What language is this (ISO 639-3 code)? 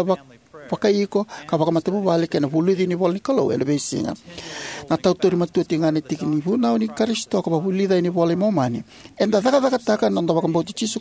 fij